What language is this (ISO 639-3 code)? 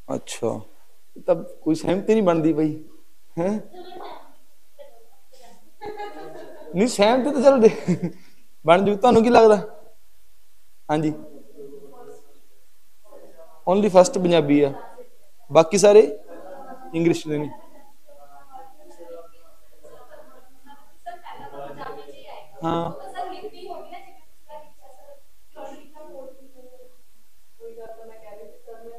pan